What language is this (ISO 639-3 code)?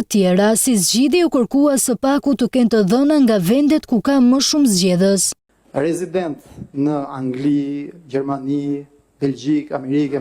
sqi